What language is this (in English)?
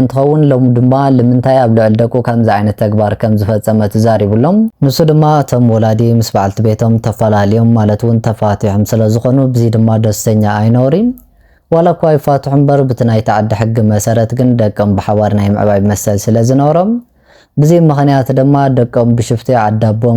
Tigrinya